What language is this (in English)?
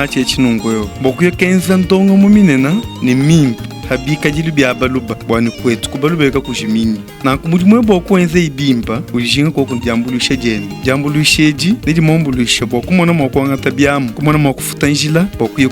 Luba-Lulua